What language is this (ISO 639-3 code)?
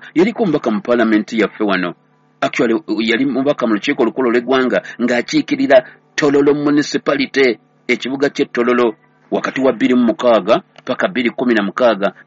lug